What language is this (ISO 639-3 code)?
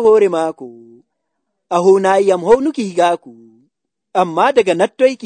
fuv